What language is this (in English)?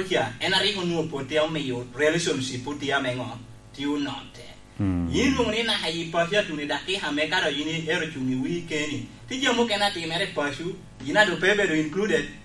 Lango (Uganda)